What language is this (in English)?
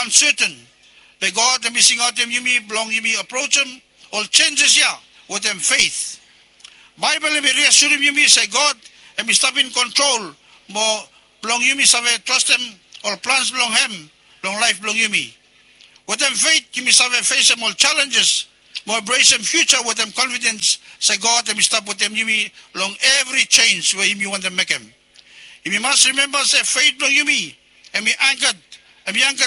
Bislama